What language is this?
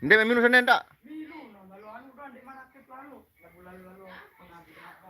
Sasak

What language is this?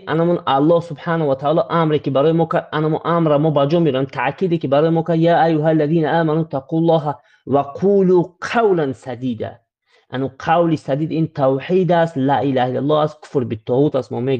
Tajik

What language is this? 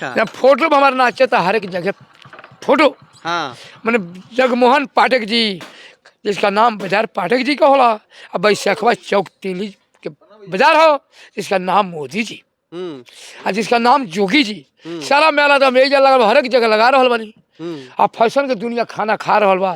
Bhojpuri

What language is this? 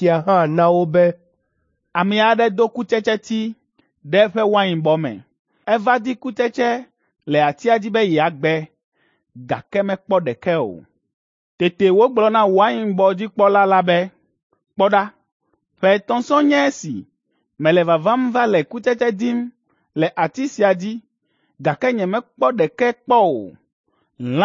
Ewe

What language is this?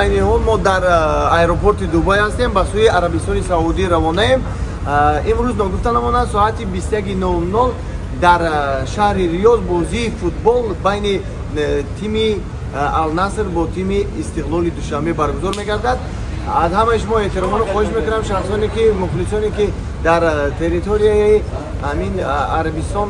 Tajik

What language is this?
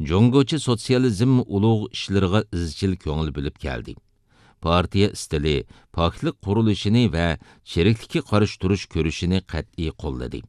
Uyghur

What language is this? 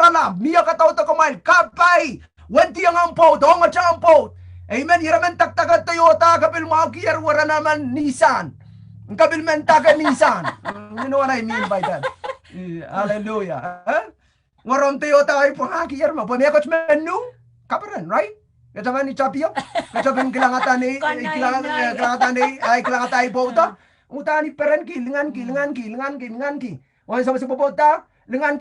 Pohnpeian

